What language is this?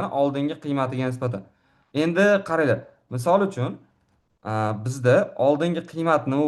Uzbek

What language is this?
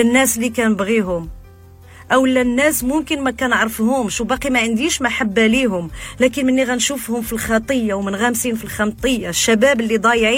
Moroccan Arabic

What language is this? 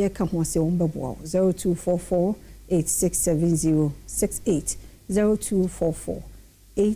Akan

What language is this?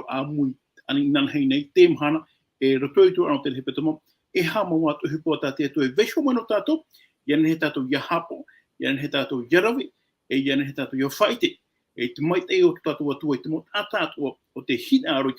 Tahitian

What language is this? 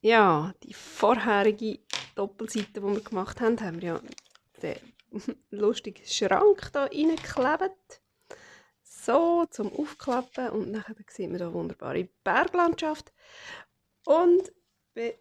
Swiss German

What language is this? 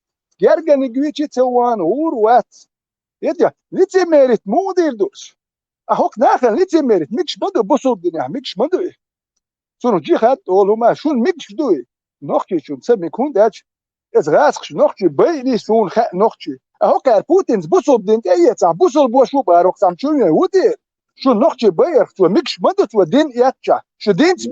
Chechen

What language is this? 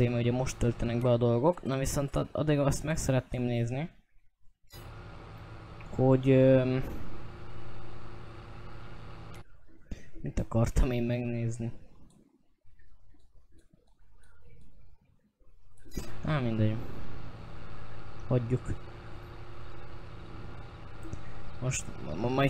Hungarian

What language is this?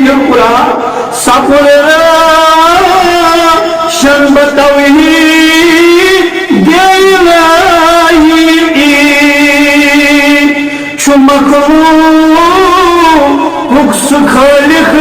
Kashmiri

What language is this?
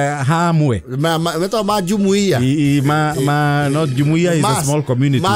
Kikuyu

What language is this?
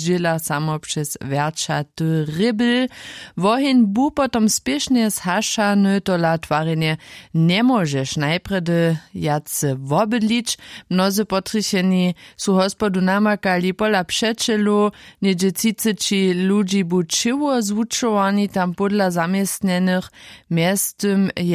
Upper Sorbian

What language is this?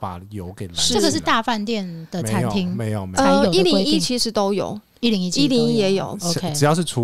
Chinese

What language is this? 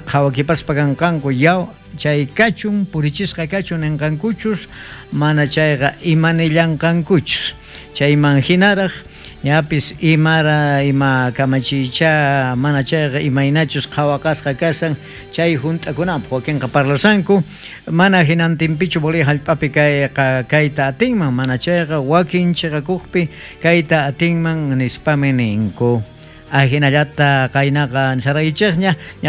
South Bolivian Quechua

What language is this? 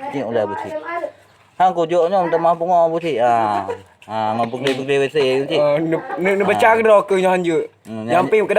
Achinese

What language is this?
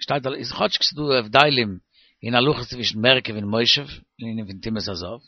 Yiddish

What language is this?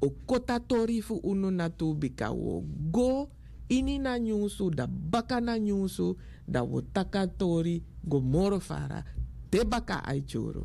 Sranan Tongo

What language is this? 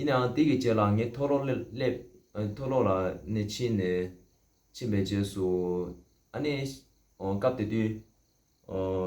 Tibetan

